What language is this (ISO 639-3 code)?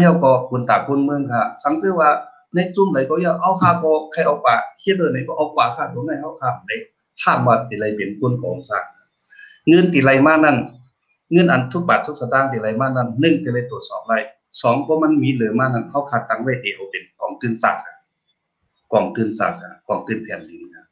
shn